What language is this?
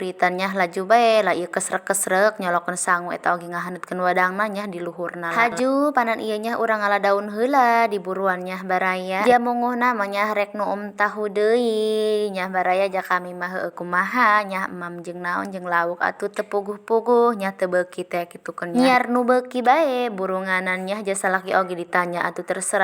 Sundanese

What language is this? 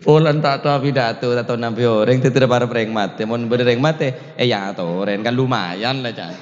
Madurese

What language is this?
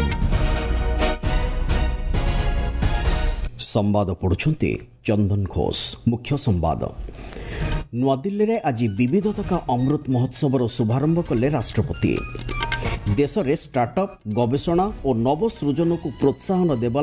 Odia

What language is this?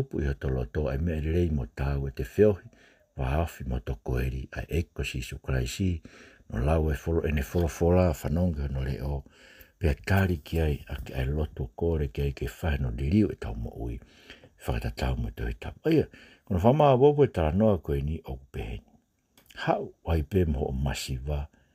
Tongan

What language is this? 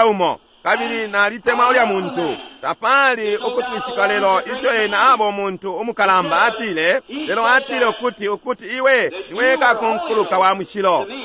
Bemba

